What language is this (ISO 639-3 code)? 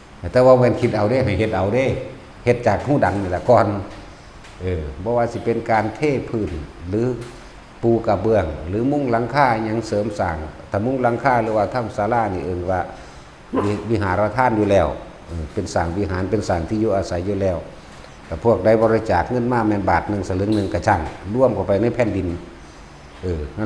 tts